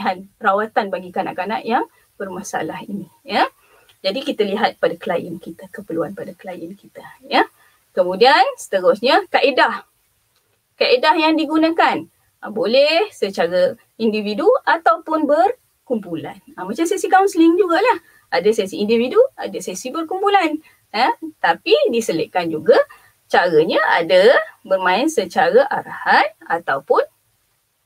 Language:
Malay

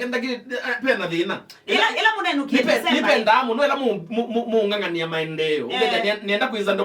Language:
Kamba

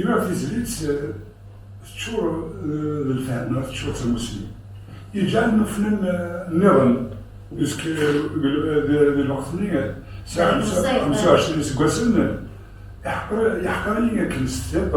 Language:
Kabyle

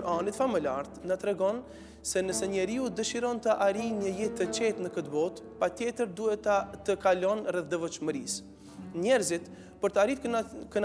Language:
Albanian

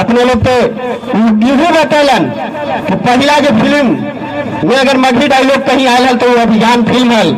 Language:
Magahi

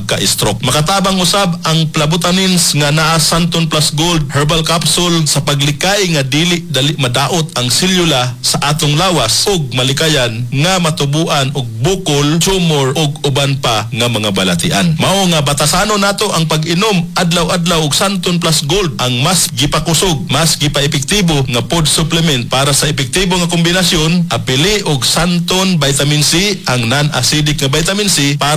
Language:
Cebuano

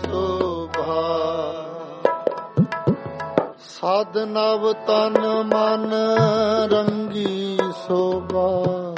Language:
Punjabi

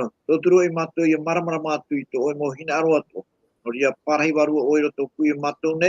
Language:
Tahitian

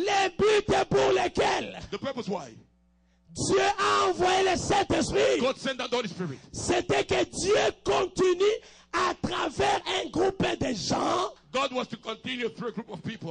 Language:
French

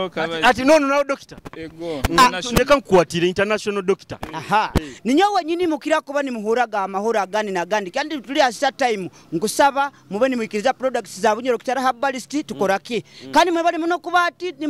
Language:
Nyoro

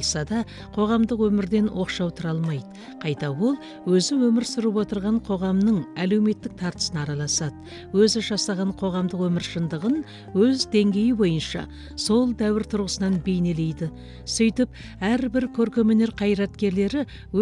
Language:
Kazakh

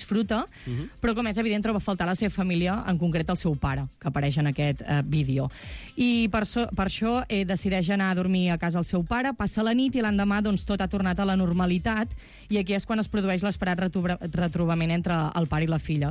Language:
Catalan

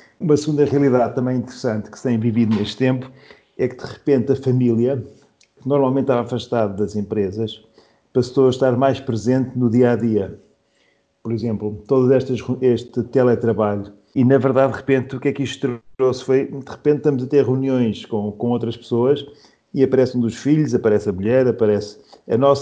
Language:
Portuguese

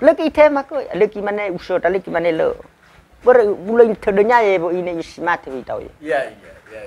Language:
Nias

